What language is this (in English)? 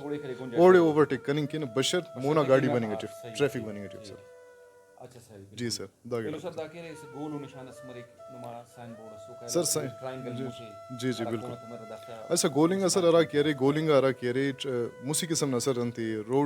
Brahui